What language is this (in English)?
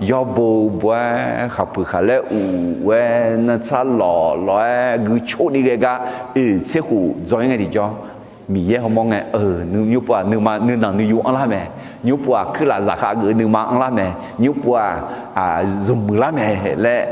Akha